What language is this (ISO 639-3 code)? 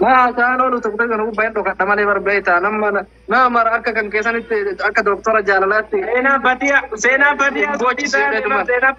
orm